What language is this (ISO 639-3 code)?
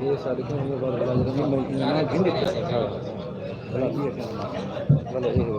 skr